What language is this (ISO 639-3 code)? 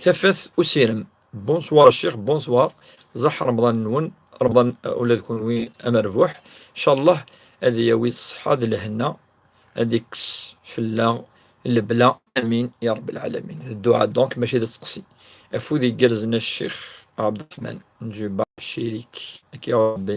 kab